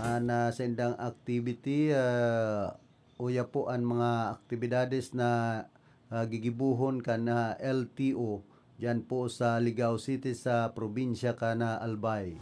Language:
Bikol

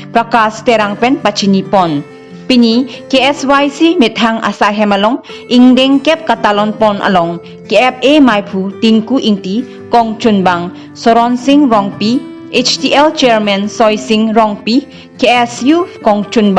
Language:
Karbi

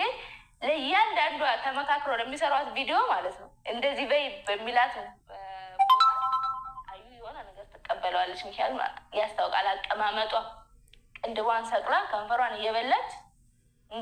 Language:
Amharic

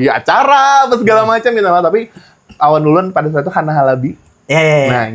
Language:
Banjar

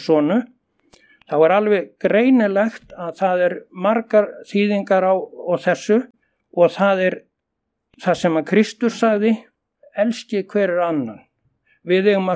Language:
Icelandic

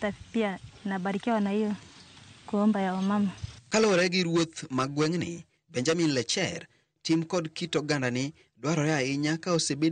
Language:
Luo (Kenya and Tanzania)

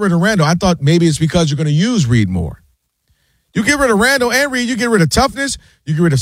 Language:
English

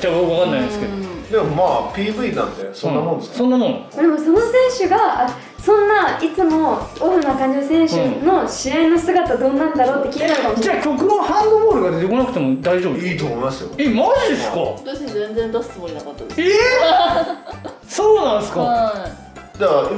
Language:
Japanese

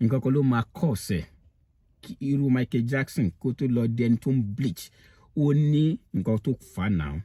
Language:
Yoruba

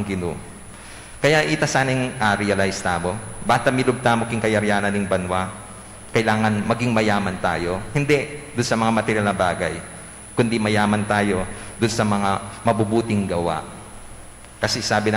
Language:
Pampanga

